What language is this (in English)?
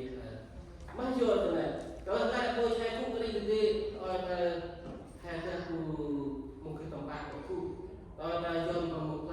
Central Mnong